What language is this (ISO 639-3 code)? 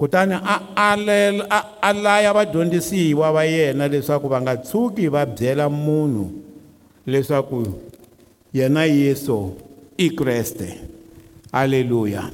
tso